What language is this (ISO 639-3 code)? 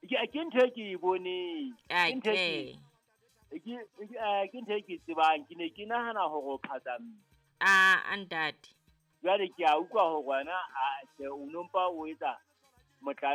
sot